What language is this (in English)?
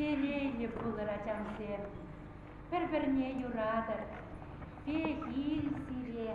Chuvash